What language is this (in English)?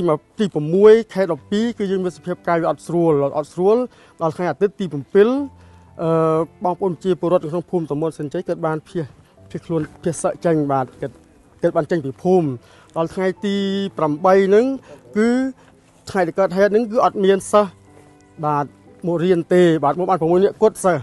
Khmer